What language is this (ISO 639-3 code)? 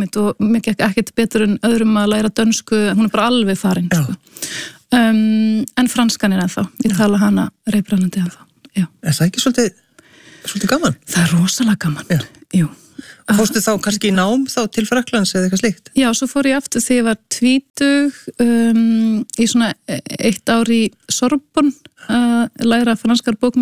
isl